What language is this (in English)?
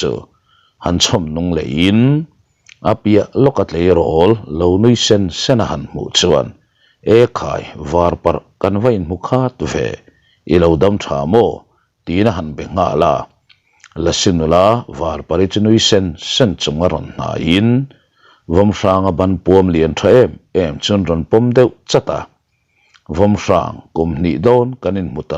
Mizo